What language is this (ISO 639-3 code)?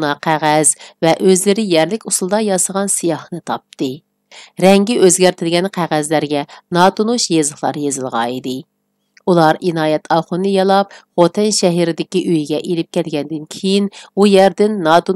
uig